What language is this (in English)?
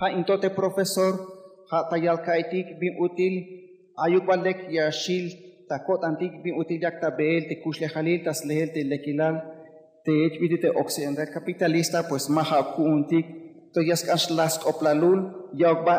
Tzeltal